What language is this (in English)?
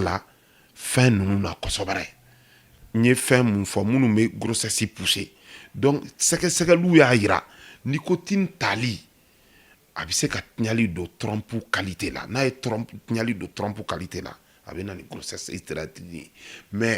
Bambara